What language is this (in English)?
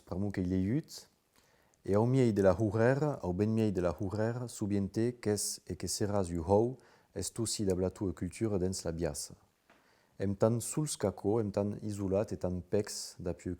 Occitan